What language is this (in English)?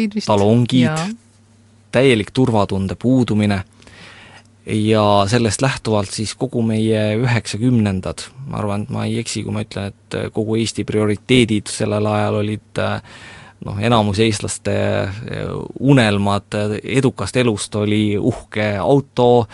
Estonian